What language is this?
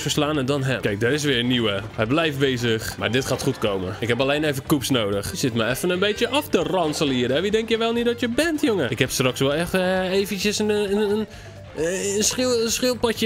Dutch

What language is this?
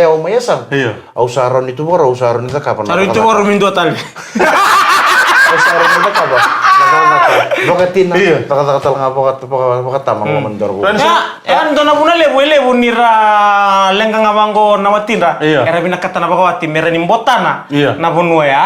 Fijian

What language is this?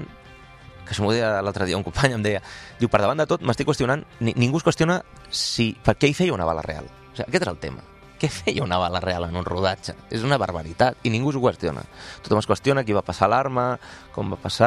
Catalan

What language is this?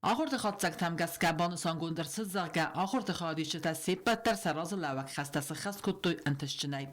Ossetic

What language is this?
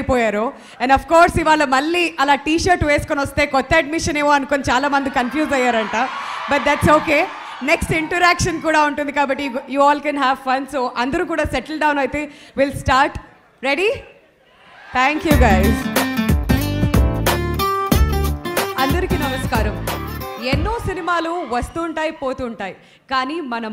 Telugu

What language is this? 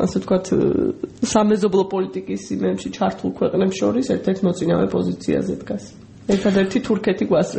Georgian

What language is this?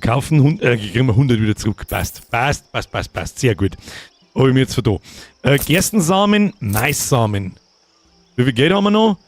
Bavarian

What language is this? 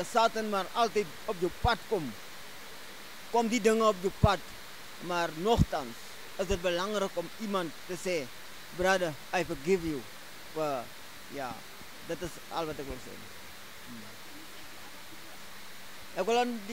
Afrikaans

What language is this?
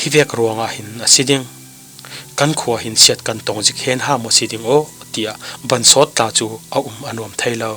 Falam Chin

